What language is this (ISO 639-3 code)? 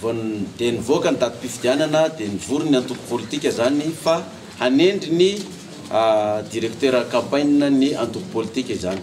mlg